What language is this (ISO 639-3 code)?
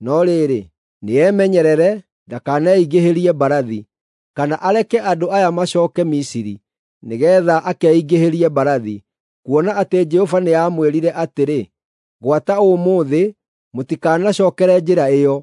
kik